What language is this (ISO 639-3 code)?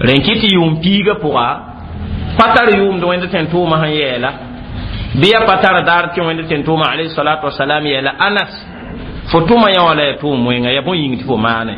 mos